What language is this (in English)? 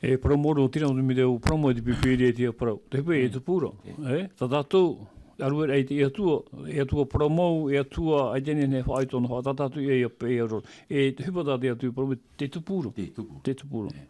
Tahitian